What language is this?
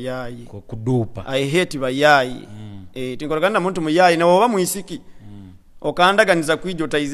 Nyoro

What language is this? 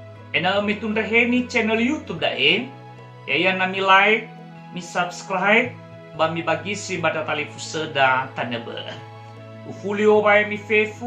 Nias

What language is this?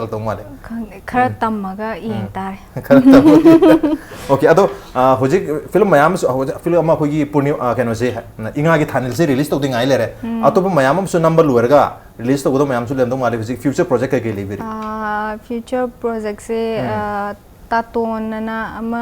Manipuri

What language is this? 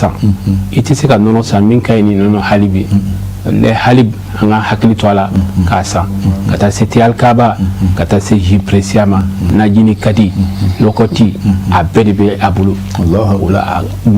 Bambara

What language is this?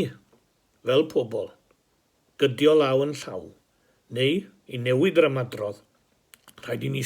Welsh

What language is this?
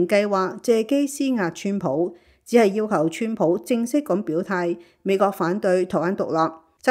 Cantonese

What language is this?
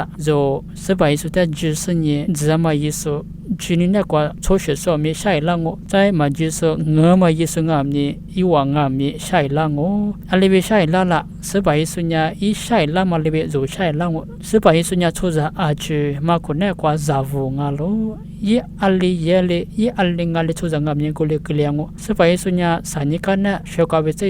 Lisu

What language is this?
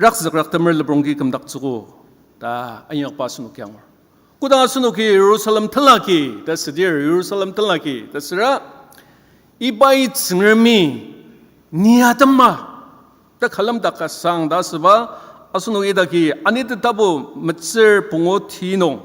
Ao Naga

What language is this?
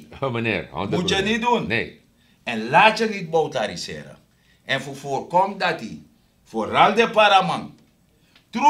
Sranan Tongo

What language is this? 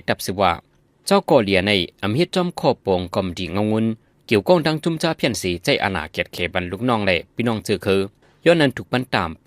Shan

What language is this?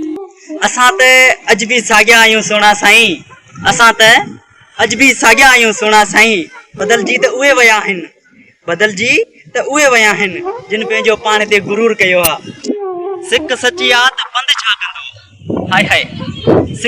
Sindhi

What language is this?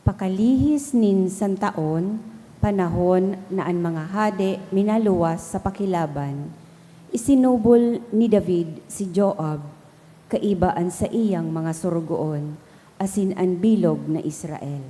Bikol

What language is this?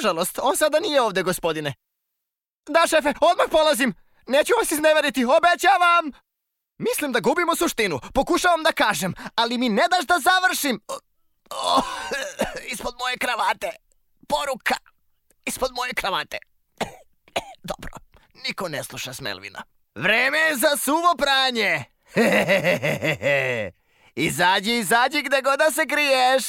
Serbian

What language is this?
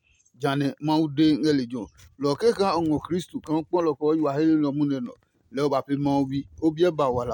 Adangme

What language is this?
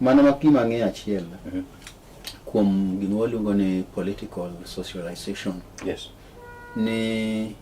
Luo (Kenya and Tanzania)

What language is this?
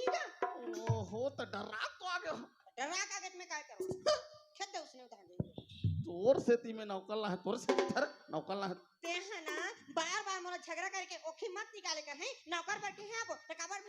Chhattisgarhi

